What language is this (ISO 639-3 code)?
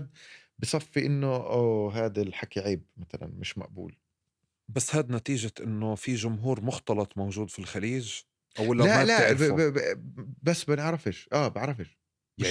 apc